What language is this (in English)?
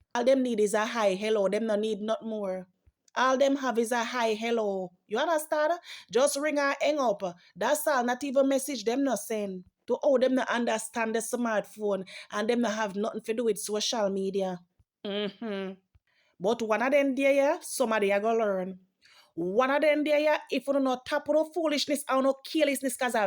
Jamaican Creole English